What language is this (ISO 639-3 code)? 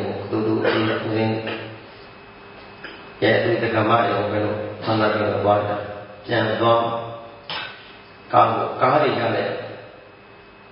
mya